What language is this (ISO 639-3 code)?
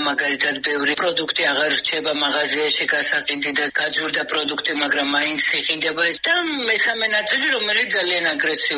kat